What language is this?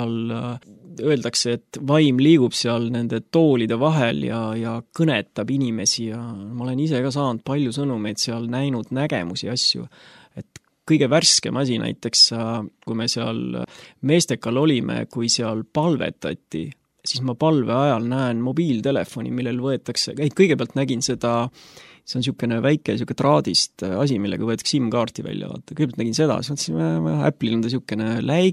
Estonian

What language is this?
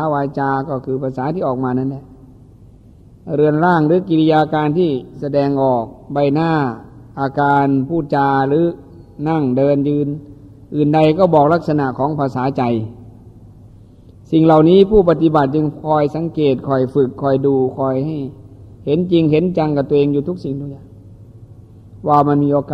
Thai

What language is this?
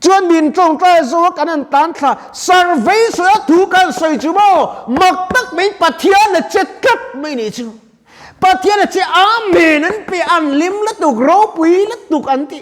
Mizo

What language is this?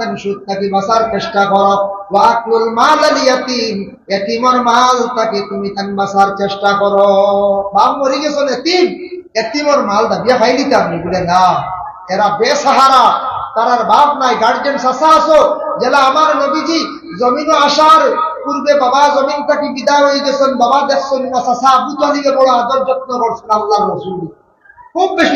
Sylheti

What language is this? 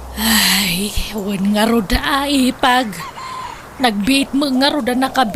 Iloko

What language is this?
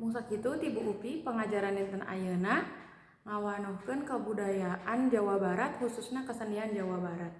Sundanese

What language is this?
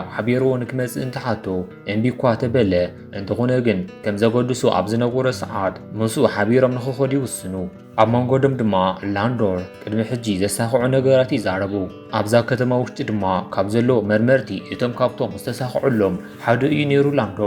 Tigrinya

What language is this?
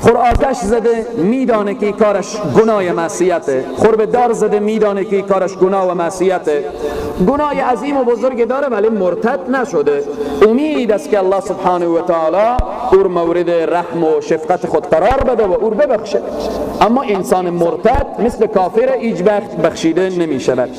Persian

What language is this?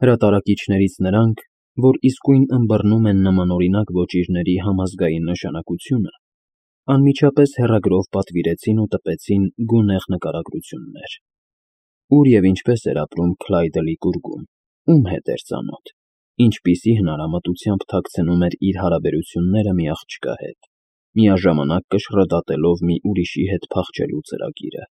Armenian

